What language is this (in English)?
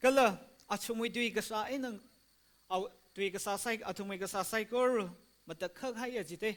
Tangkhul Naga (India)